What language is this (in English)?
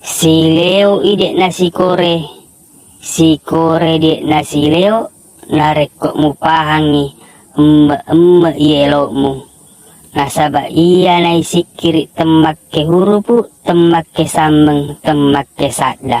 Buginese